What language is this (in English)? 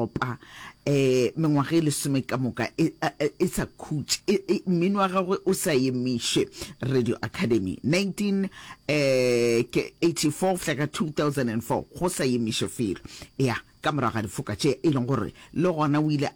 Northern Sotho